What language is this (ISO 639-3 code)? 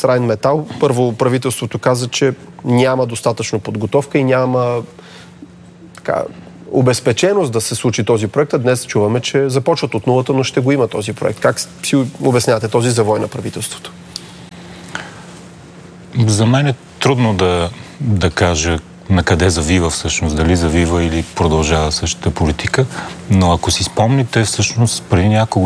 bul